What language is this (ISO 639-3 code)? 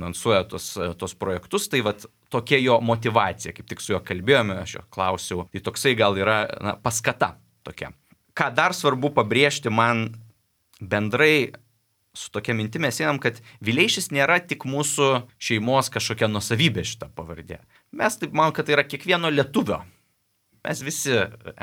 lit